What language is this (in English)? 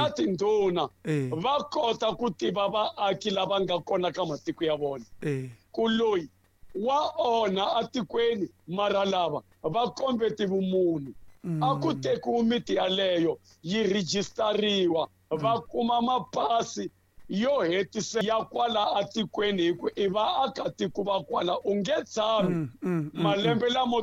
Tsonga